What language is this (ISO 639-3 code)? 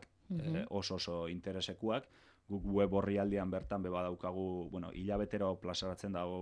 eus